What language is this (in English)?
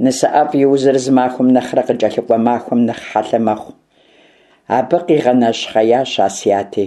Kabardian